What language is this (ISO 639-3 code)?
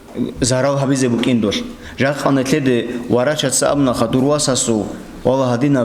ava